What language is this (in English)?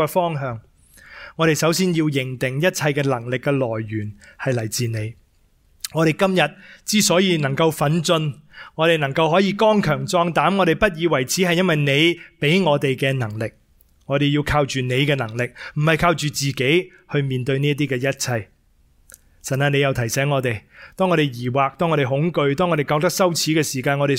Cantonese